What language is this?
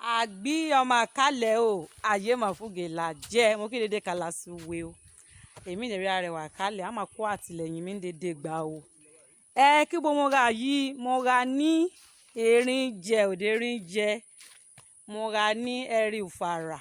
Yoruba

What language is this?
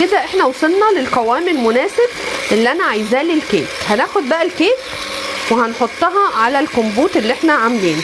Egyptian Arabic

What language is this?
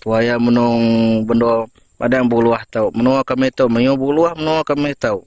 Iban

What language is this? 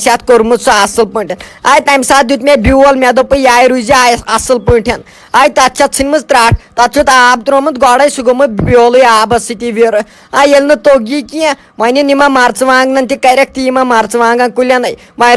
Kashmiri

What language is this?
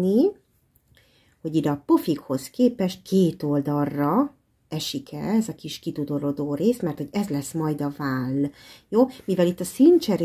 Hungarian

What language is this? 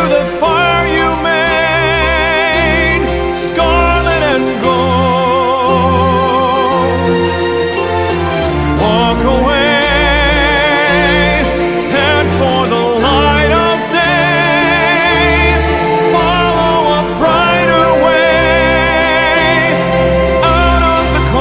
English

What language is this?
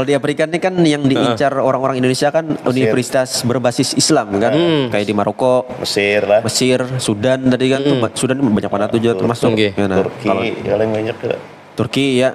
Banjar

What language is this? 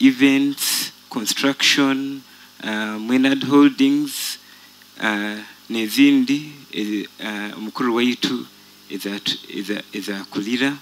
Nyoro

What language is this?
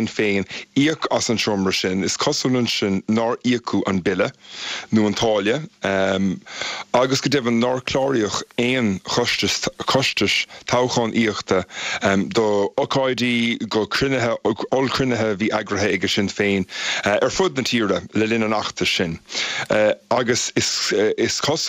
Irish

